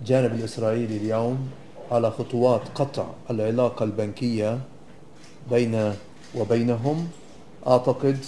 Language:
North Levantine Arabic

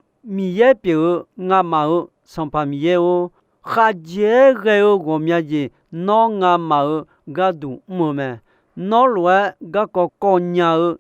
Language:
Akha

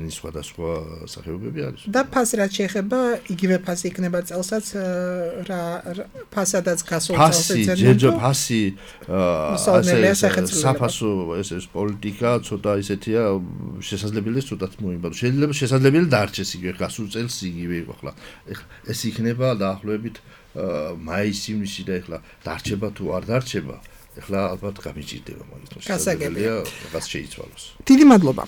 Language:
Georgian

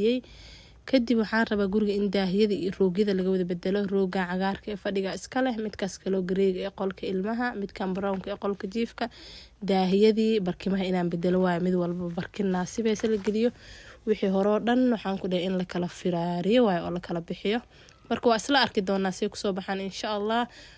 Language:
Somali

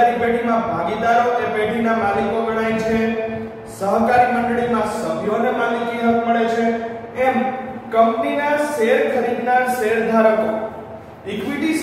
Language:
Gujarati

